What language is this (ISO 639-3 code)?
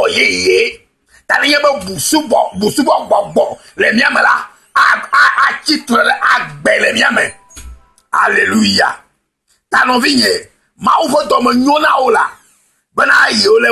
ewe